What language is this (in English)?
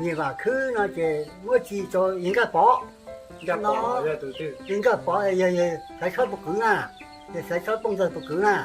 Hmong